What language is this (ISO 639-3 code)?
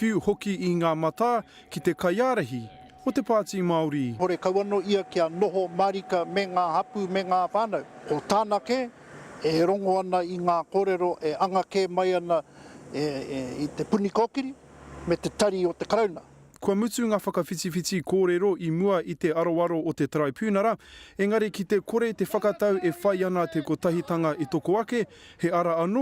mri